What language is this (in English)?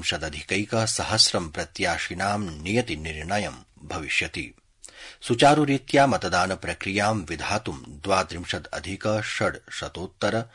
Sanskrit